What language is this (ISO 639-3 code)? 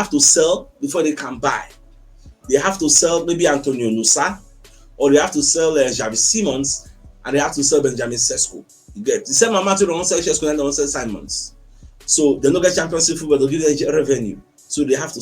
pcm